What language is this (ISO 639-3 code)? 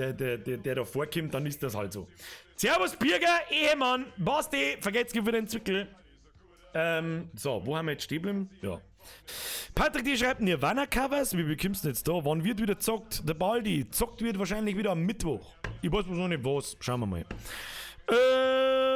bar